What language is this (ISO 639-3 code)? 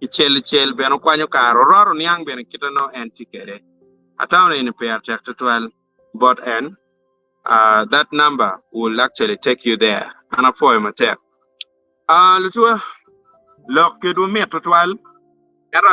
ach